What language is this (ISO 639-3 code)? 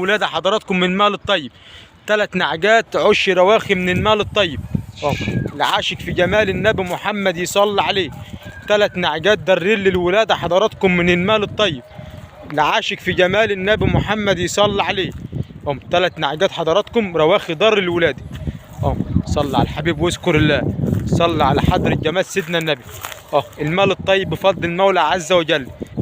arz